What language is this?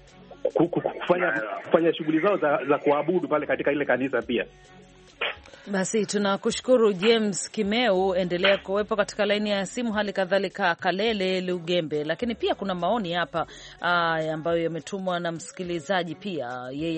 Swahili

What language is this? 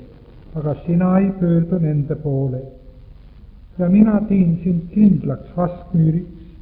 Estonian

